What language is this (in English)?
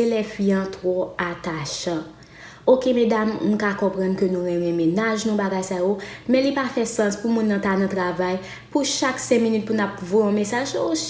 Haitian Creole